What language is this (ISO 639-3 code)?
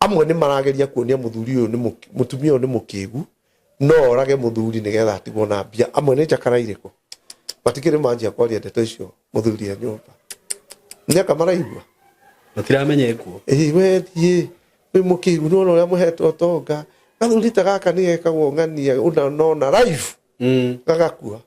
kik